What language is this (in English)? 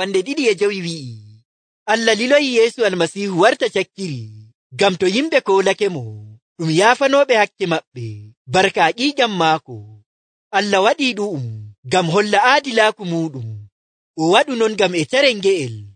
Nigerian Fulfulde